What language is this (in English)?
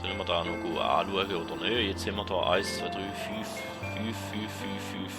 Swiss German